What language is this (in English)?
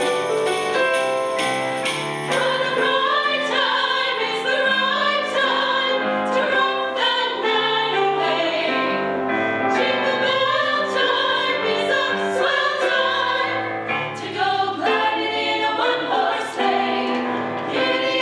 English